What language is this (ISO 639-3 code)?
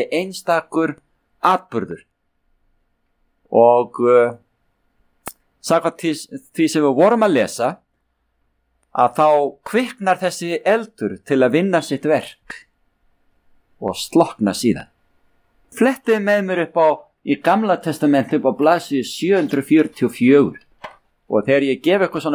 isl